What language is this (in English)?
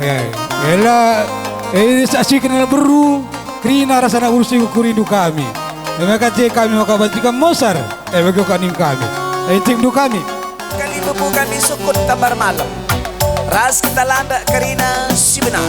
Batak Karo